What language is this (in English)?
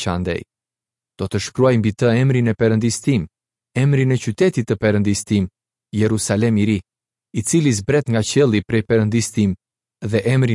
Albanian